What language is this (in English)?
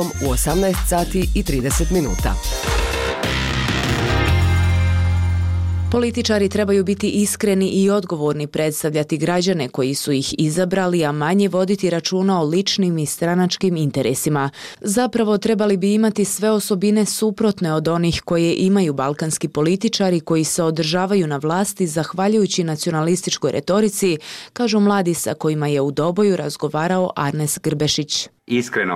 Bosnian